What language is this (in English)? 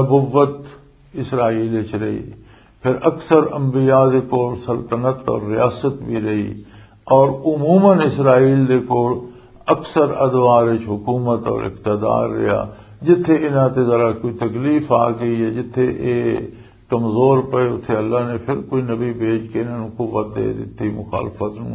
Western Panjabi